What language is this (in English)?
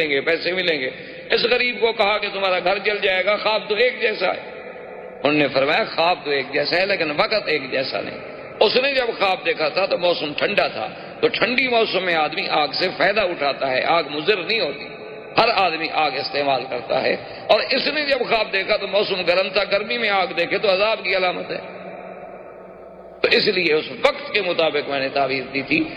Urdu